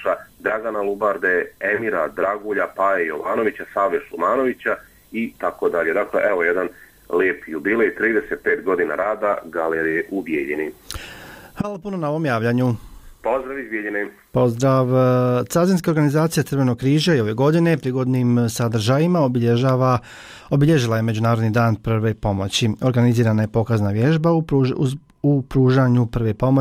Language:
Bosnian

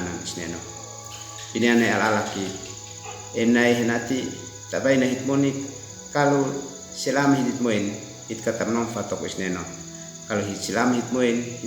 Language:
Uab Meto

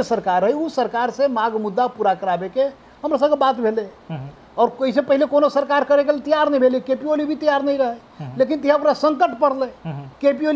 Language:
Maithili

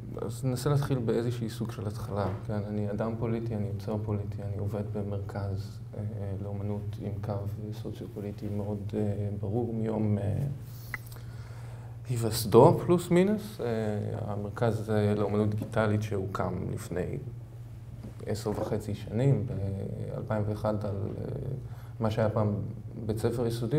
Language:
Hebrew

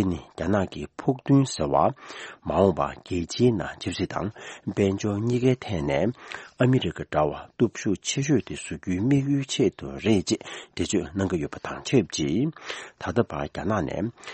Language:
Tibetan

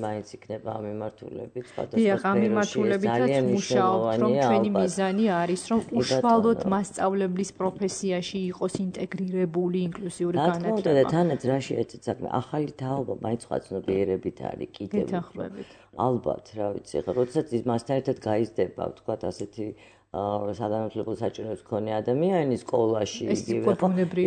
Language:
Georgian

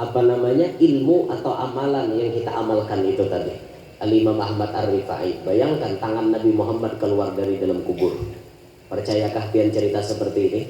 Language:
Banjar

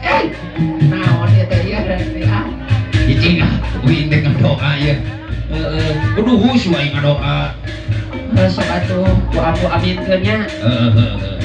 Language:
Sundanese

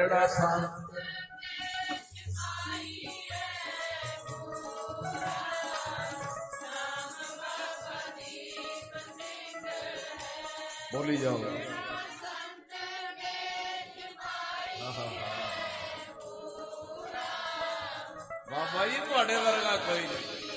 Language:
Punjabi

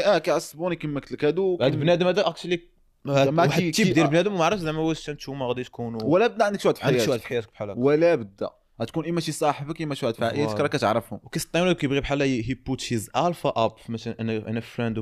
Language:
Moroccan Arabic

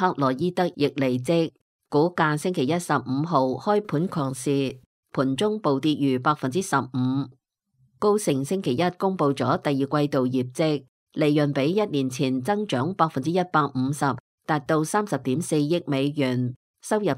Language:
Cantonese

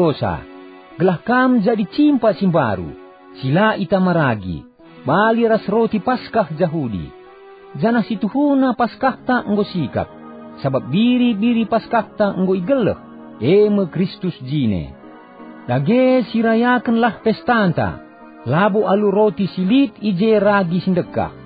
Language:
Batak Karo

